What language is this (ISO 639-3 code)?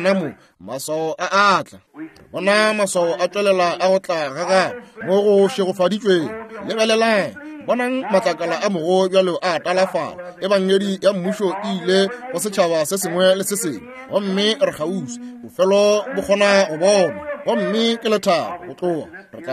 nso